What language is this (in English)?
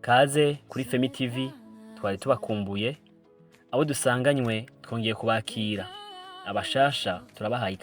Rundi